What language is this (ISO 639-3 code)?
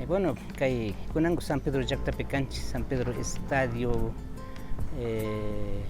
qvi